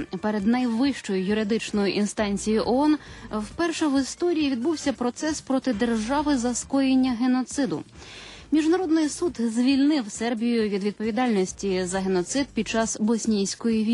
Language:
Ukrainian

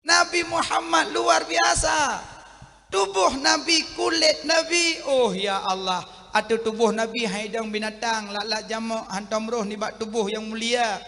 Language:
Achinese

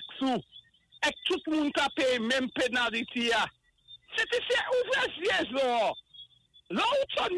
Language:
Saint Lucian Creole French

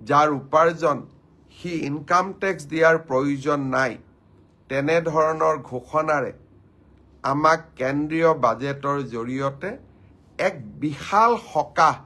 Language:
Assamese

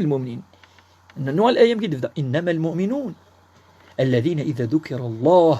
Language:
Kabyle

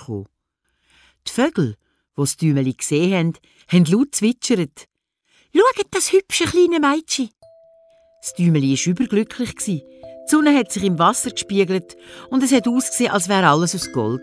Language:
Swiss German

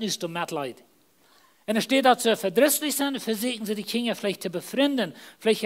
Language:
Plautdietsch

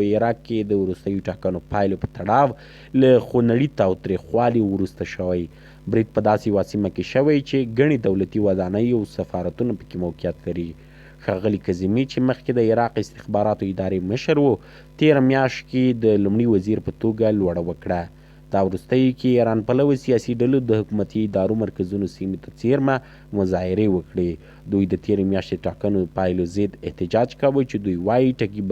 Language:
Pashto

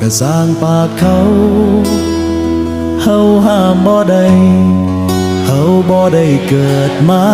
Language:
Lao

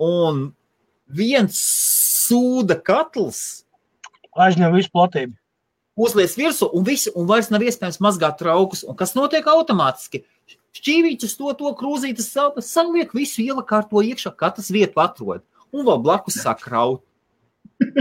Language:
Latvian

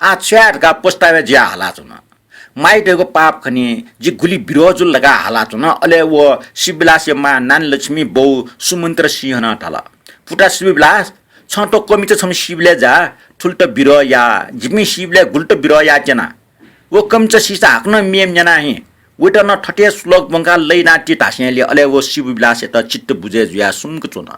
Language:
Newari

